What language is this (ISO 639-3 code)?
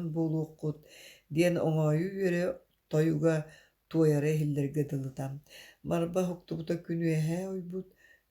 sah